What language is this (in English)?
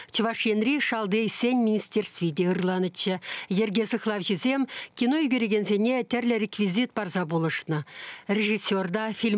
Chuvash